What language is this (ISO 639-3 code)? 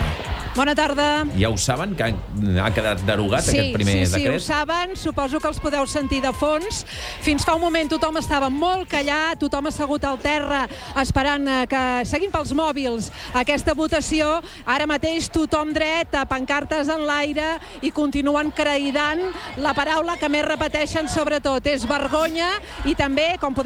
cat